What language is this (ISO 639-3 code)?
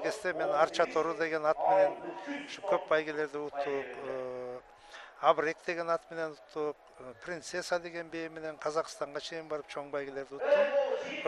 kir